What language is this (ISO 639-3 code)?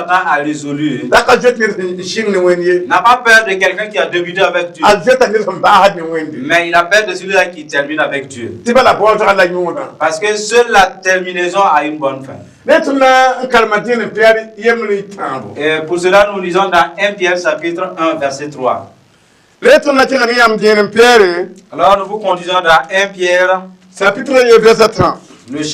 mos